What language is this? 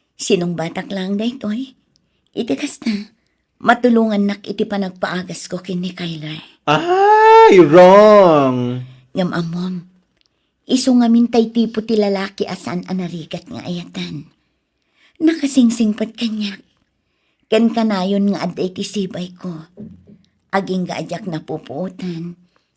Iloko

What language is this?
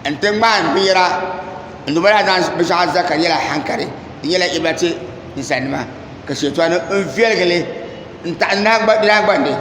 Dagbani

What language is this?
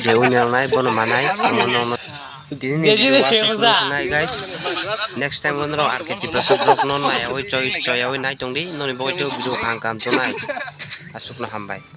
Kok Borok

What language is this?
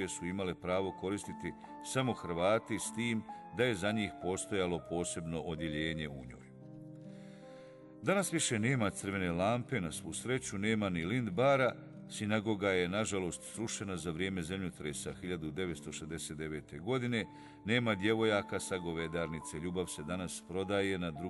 Bosnian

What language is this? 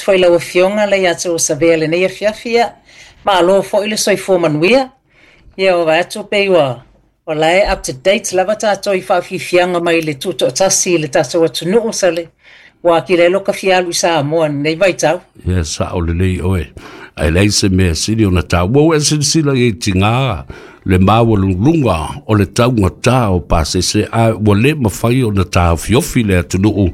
Samoan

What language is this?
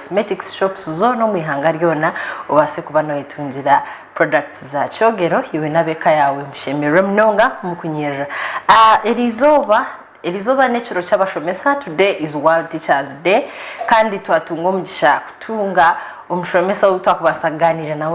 Nyankole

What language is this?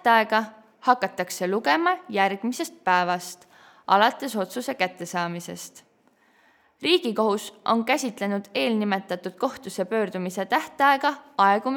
Estonian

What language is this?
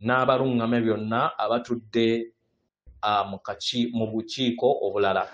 Ganda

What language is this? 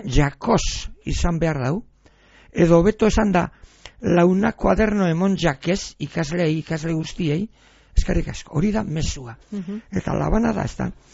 Basque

